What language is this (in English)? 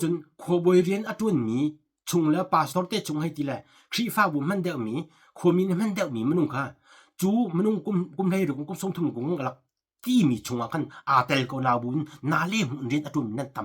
Hakha Chin